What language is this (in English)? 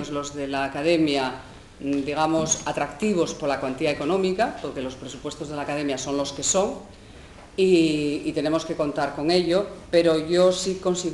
Asturian